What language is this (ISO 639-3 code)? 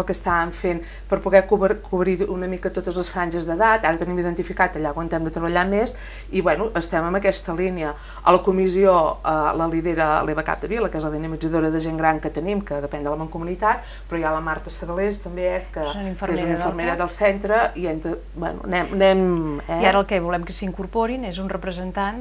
cat